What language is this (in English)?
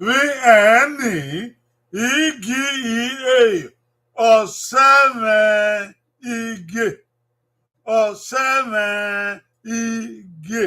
Bini